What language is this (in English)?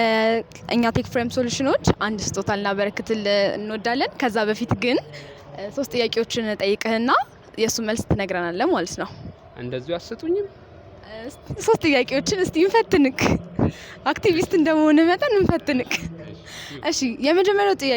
Amharic